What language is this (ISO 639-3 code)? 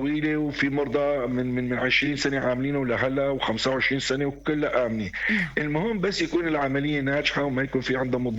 apc